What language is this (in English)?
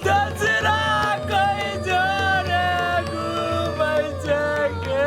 Maithili